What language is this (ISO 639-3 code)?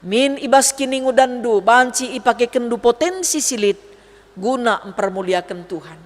btx